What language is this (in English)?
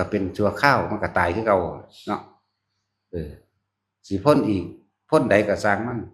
Northeastern Thai